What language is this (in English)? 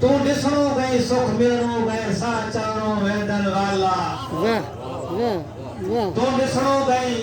Saraiki